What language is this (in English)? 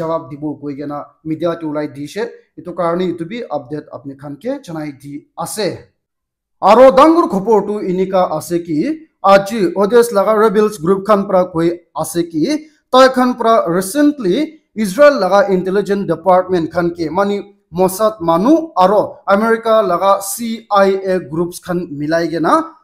Naga Pidgin